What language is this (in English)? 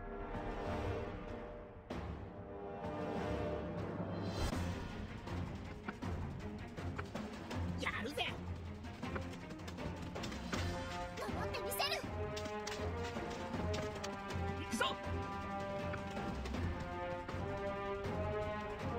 Japanese